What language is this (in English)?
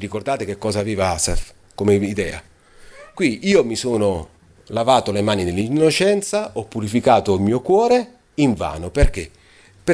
Italian